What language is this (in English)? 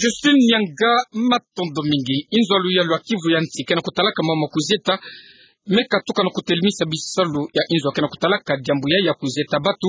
Kituba (Democratic Republic of Congo)